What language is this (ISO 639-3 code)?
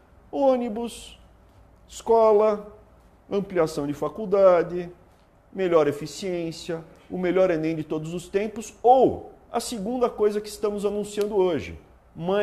por